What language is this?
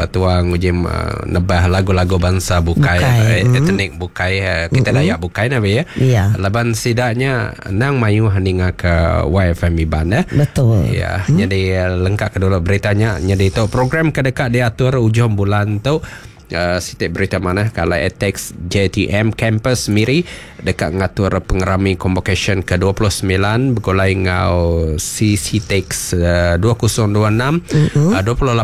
Iban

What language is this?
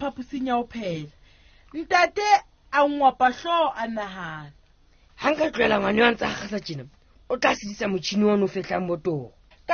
Southern Sotho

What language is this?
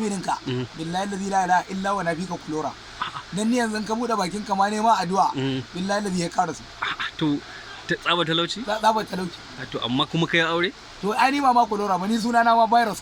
Hausa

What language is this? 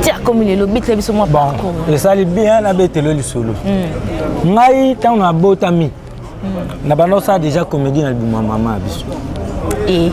Lingala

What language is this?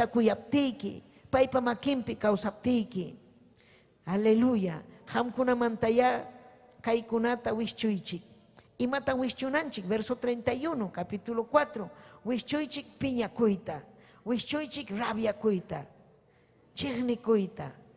Ayacucho Quechua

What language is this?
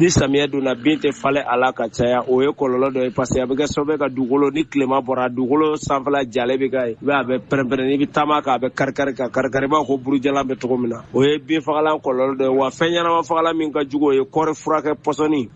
Bambara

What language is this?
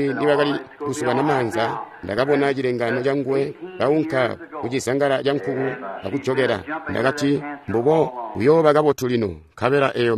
Tonga (Zambia)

